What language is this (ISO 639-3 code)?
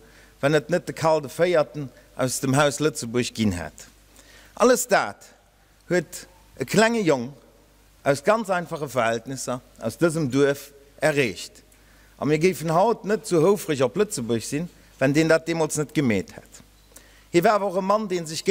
ltz